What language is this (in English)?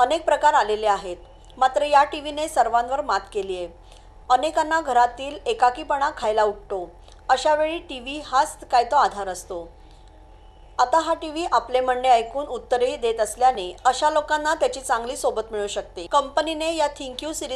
Marathi